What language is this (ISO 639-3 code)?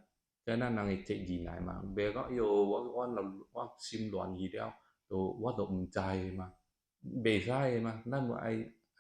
nan